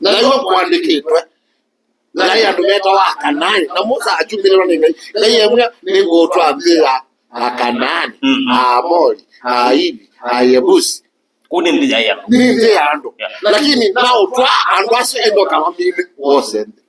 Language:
Kamba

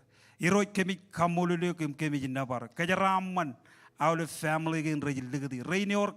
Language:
Marshallese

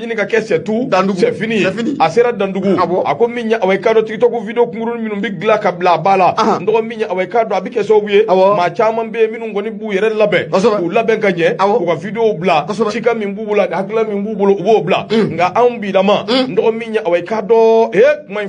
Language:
Bambara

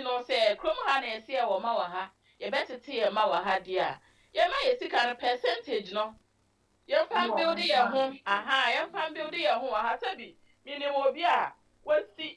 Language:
Akan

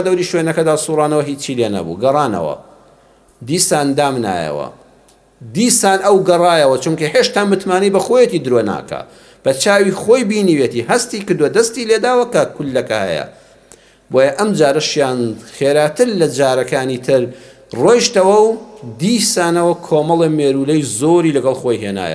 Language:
Central Kurdish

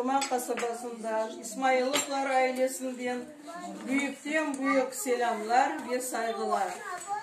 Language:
Crimean Tatar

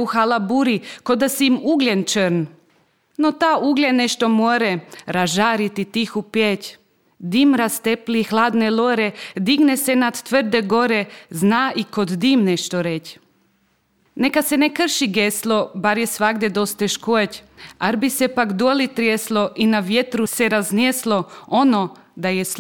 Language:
Serbian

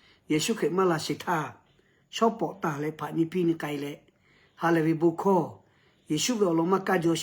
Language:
Lahu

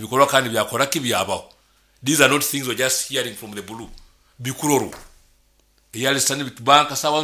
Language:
Nyoro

